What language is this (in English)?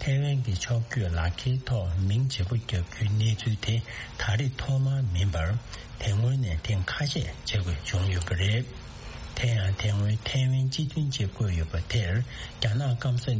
Tibetan